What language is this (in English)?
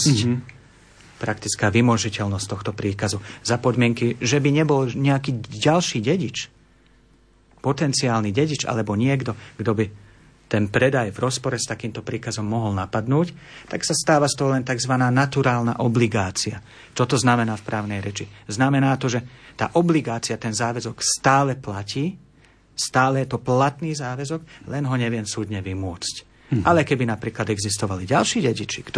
Slovak